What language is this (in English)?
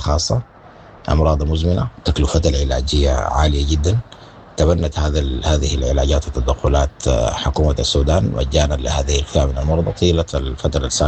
Sudanese Arabic